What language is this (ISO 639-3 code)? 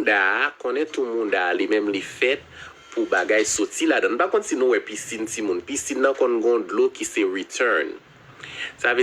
hat